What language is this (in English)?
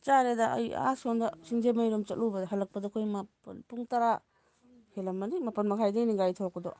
Manipuri